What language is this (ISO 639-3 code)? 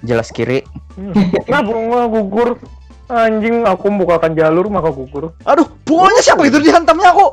bjn